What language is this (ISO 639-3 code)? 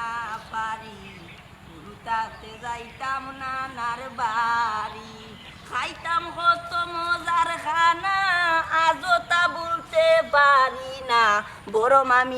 syl